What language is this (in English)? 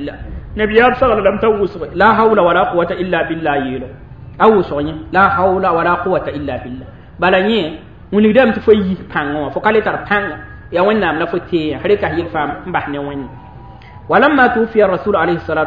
Mossi